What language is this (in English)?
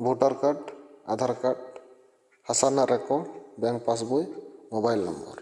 Santali